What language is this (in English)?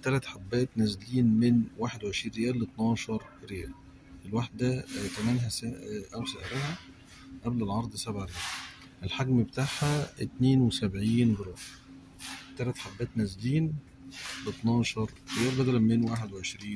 Egyptian Arabic